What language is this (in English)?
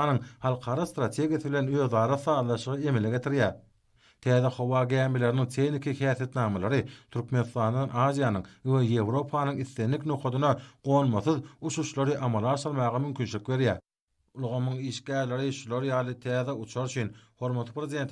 Turkmen